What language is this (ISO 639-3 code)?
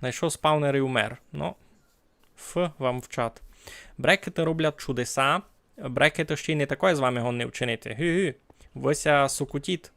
rue